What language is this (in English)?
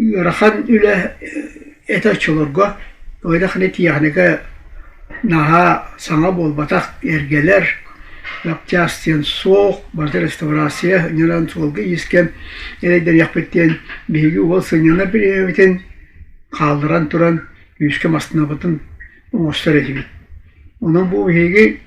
Yakut